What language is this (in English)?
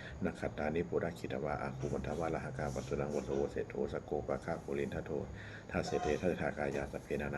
Pali